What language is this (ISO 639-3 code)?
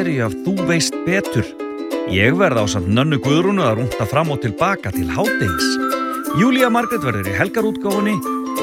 isl